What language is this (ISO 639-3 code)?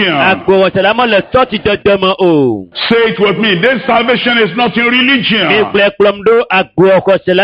ewe